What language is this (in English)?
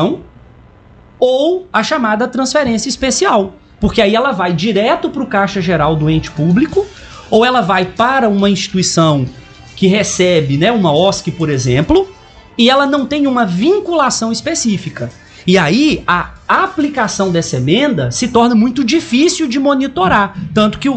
Portuguese